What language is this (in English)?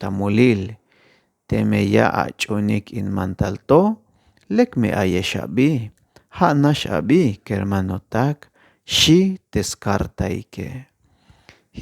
Tzeltal